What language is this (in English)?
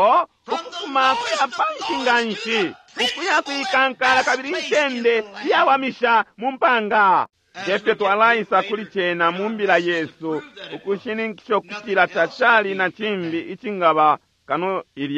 Bemba